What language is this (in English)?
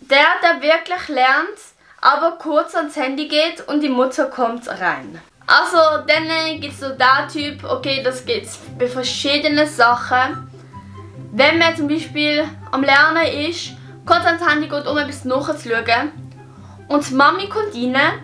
Swiss German